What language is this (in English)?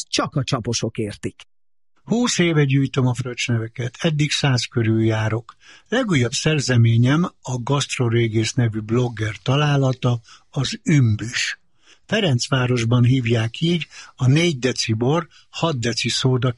Hungarian